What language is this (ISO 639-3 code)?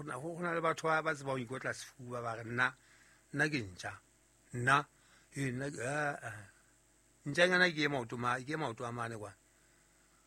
sot